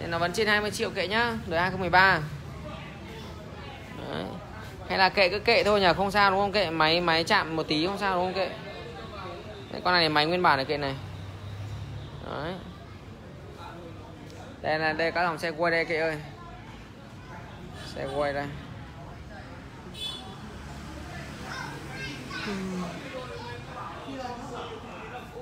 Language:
Vietnamese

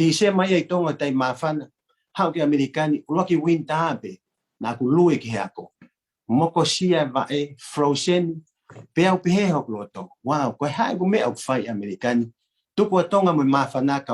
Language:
Tongan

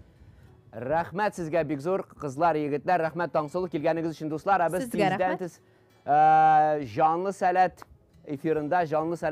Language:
Tatar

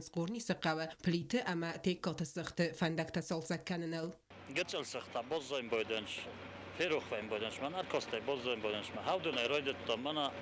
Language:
Ossetic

